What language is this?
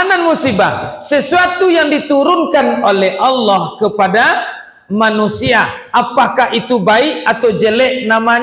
Minangkabau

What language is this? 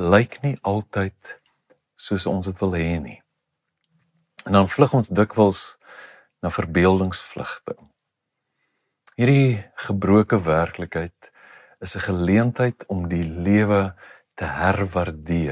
Afrikaans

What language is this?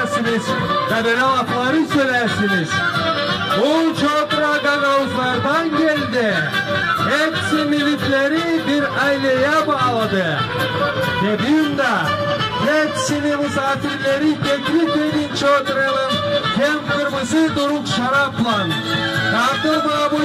Gagauz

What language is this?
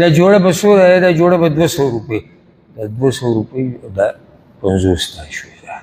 Pashto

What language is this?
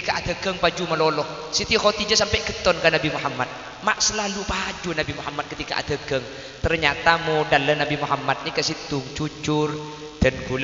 Madurese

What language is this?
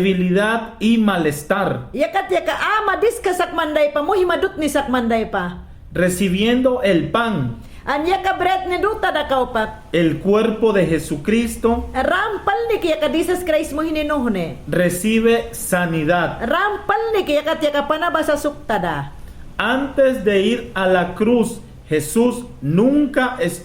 Mayangna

